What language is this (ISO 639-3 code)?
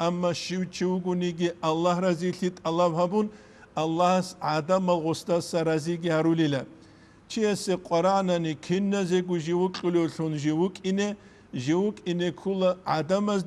ava